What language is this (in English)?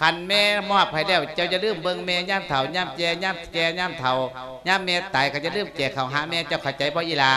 Lao